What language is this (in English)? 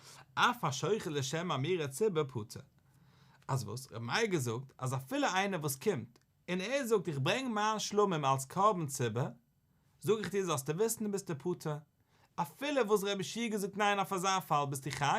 Yiddish